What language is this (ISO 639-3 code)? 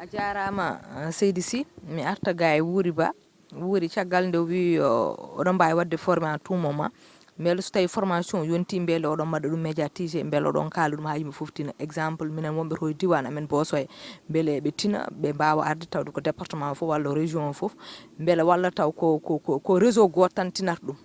ful